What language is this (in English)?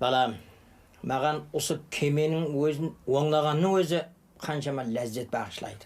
Kara-Kalpak